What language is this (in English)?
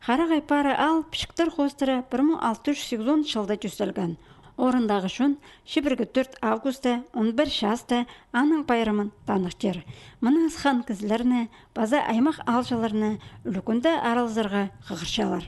Khakas